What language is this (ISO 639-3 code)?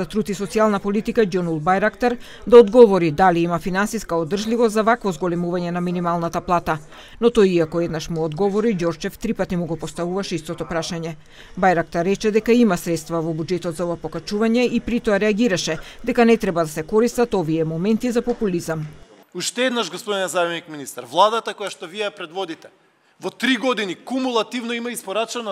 mkd